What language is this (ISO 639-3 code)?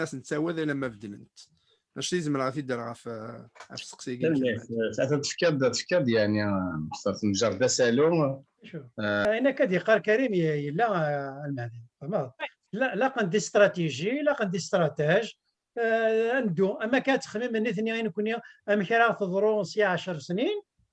kab